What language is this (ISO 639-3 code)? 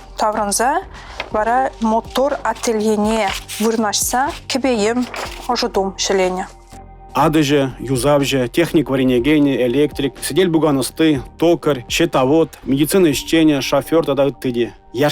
chv